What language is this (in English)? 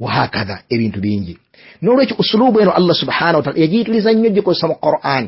Ganda